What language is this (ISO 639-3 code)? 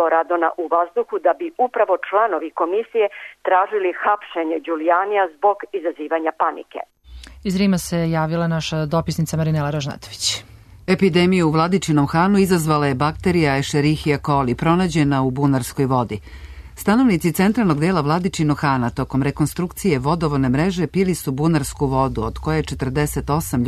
srp